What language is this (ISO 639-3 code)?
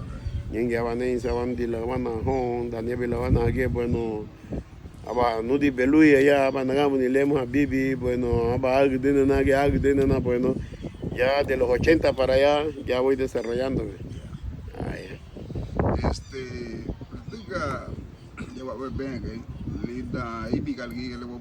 cab